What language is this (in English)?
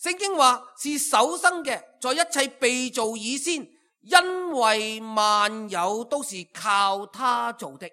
Cantonese